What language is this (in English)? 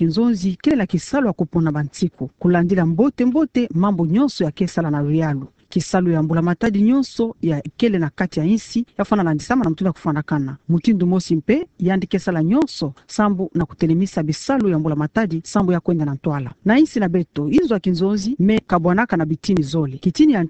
Kituba (Democratic Republic of Congo)